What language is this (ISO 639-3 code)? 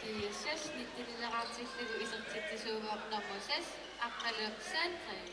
kal